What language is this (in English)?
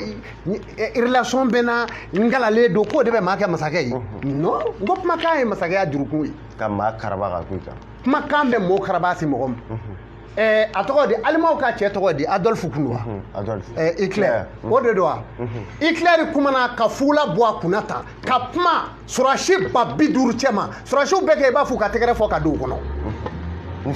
Bambara